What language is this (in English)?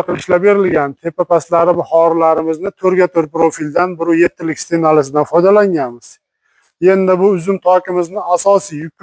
Uzbek